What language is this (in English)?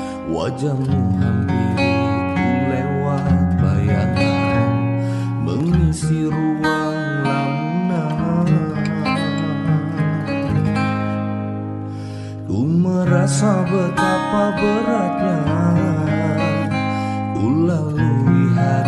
Indonesian